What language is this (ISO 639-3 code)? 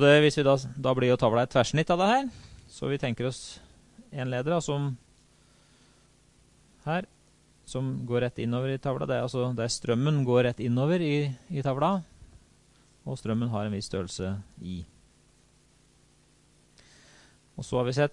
nor